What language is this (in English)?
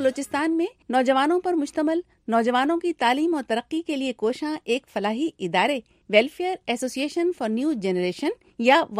Urdu